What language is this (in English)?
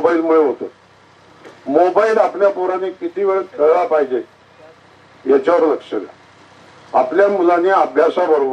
Marathi